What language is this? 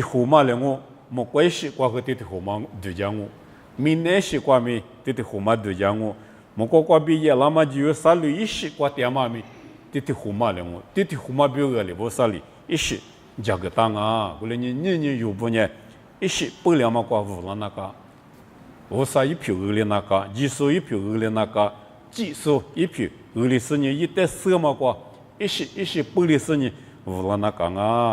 Lisu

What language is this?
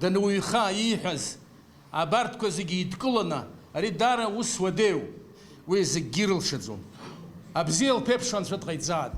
Abkhazian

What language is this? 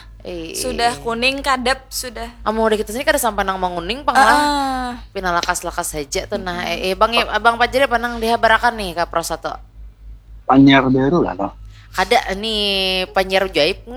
Banjar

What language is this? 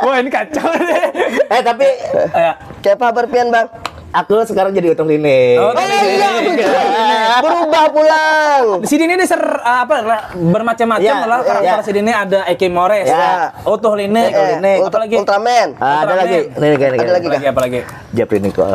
Banjar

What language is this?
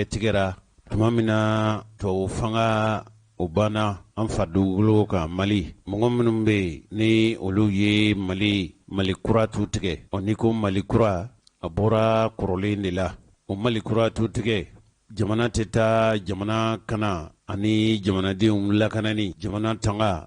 Bambara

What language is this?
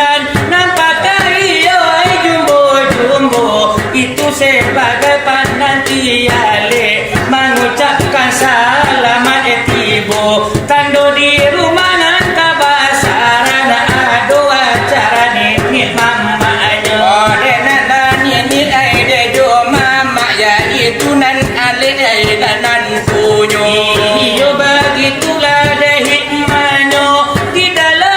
Minangkabau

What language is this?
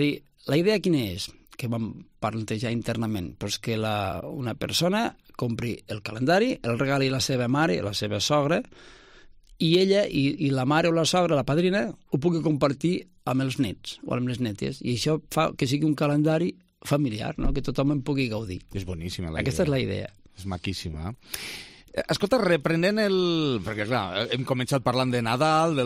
Catalan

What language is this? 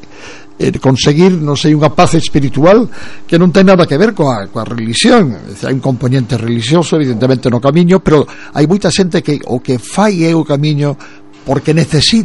Galician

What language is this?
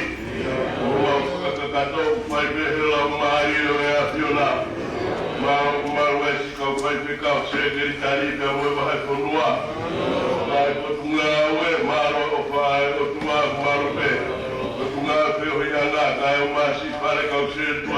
Tongan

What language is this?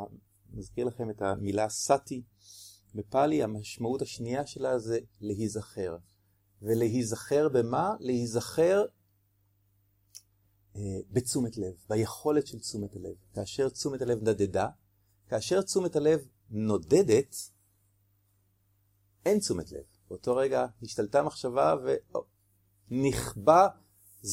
Hebrew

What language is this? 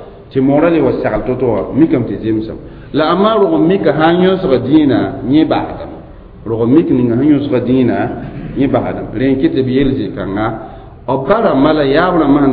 Mossi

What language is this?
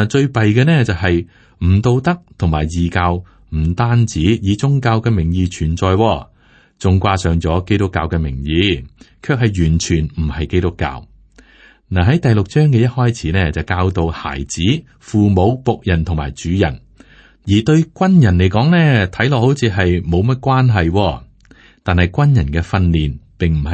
Cantonese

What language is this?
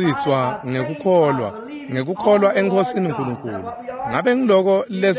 Swati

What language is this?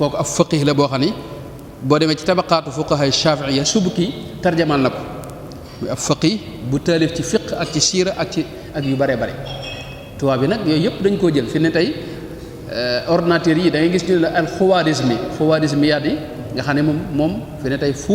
Wolof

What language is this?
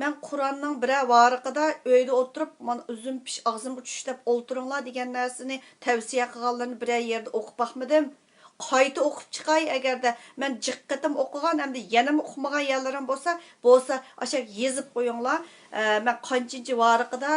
Uyghur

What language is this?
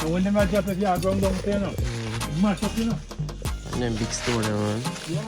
Jamaican Creole English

